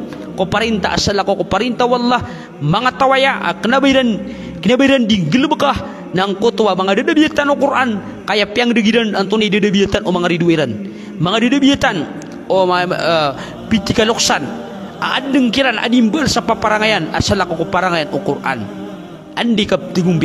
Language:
Maranao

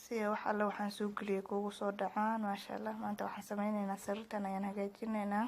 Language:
Somali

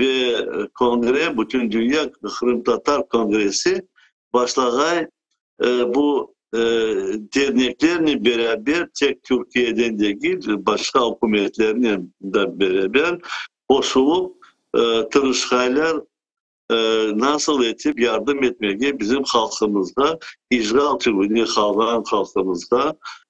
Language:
Crimean Tatar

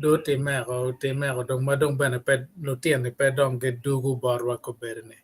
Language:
Acoli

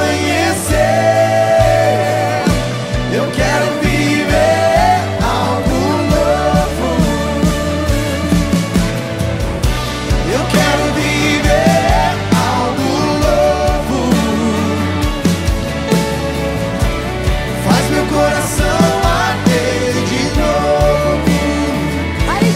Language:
Portuguese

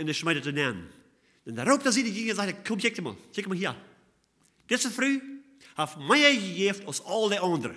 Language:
Plautdietsch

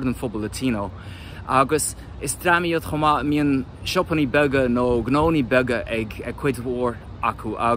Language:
Irish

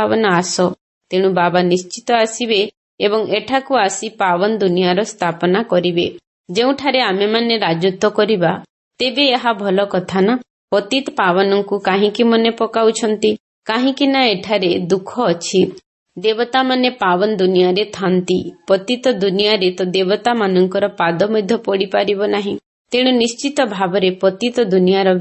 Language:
Odia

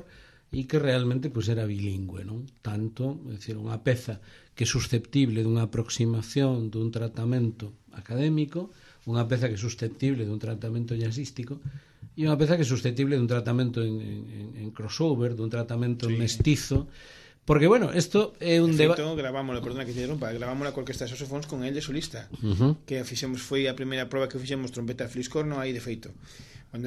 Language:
Galician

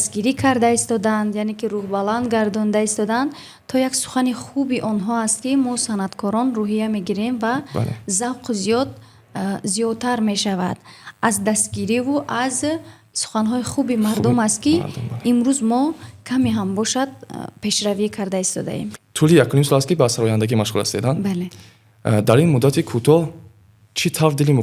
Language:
Tajik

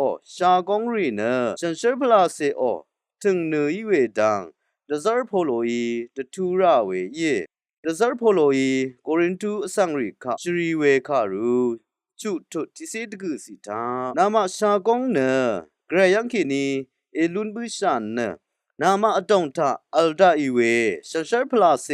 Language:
Rawang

